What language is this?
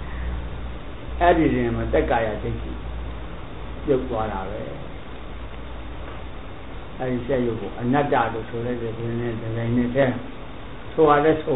Burmese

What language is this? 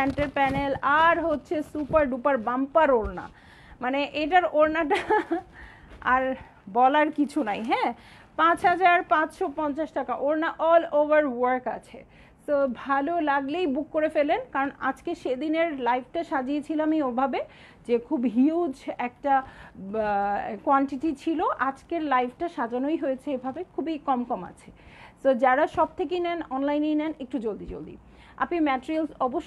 Bangla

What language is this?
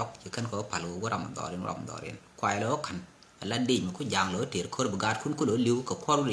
Nuer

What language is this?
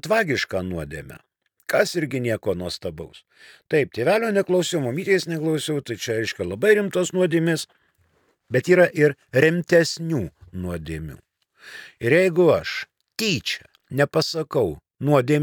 Lithuanian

